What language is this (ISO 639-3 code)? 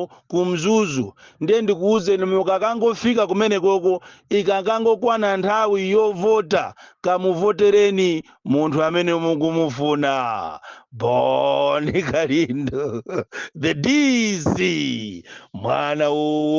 nya